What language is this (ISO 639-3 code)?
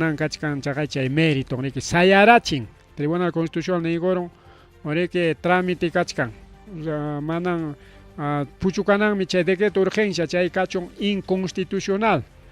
quy